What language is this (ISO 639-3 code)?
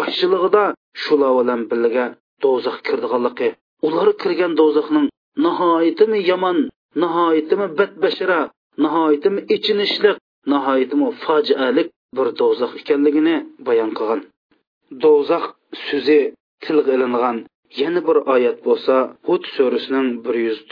uig